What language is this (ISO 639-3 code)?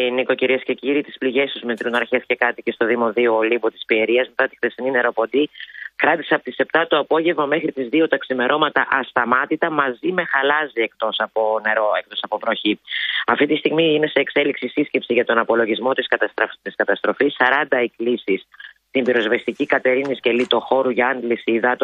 ell